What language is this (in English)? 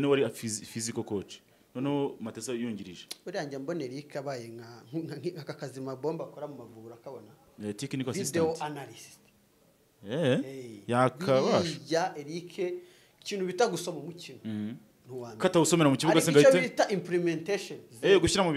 Kinyarwanda